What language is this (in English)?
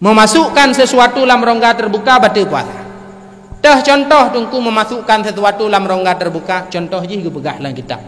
Achinese